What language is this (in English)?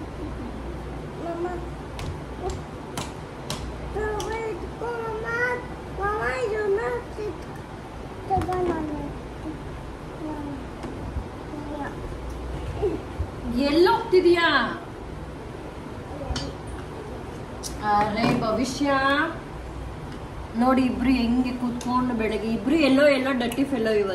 Kannada